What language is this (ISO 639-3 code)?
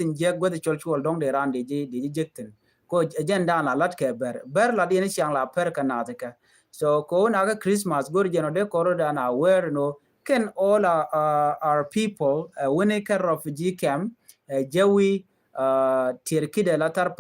nus